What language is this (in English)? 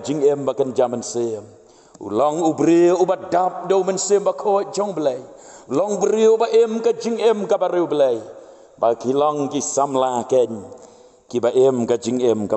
Khasi